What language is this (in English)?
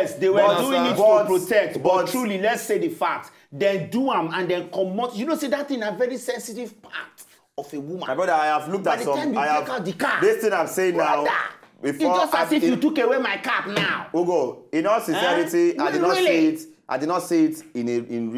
Nigerian Pidgin